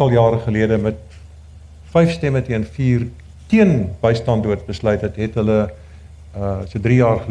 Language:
Afrikaans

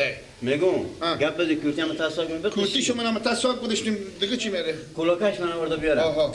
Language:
Persian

